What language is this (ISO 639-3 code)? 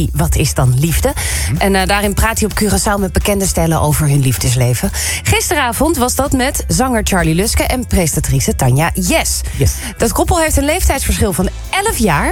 nld